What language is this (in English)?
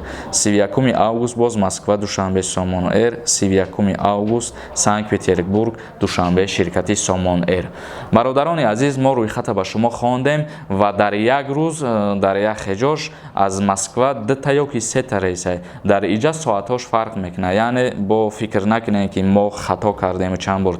Tajik